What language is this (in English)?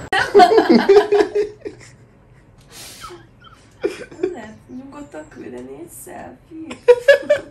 Hungarian